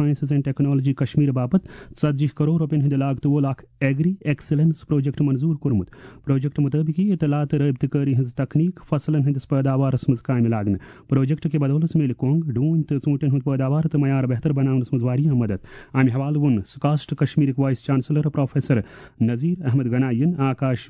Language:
Kashmiri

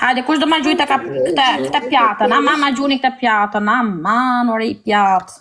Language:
Albanian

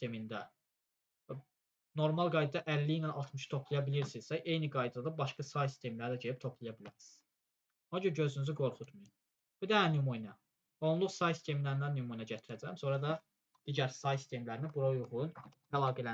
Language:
Azerbaijani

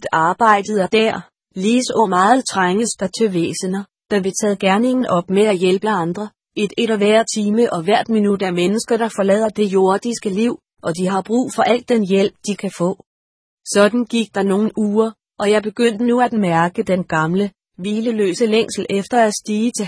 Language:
Danish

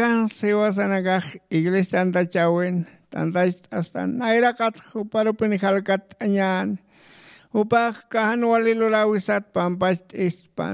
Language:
Aymara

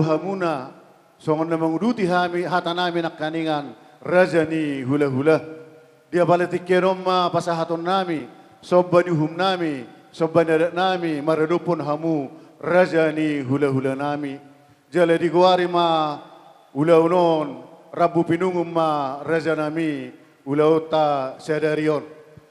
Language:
Batak Toba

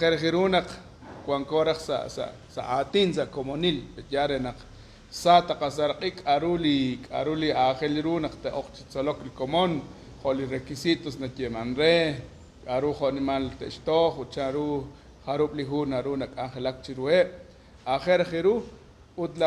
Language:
Kekchí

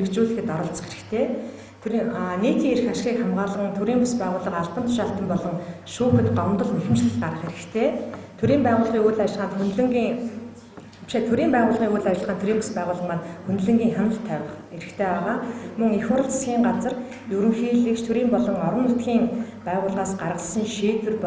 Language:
Mongolian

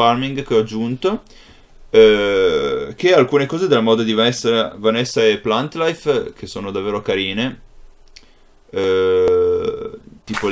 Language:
Italian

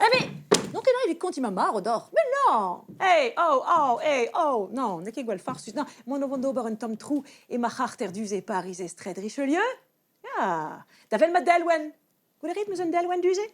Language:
Breton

